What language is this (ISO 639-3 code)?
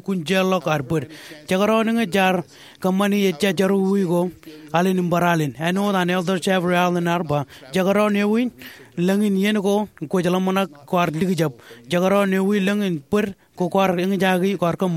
mah